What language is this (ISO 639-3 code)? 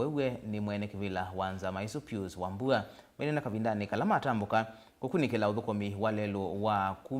kam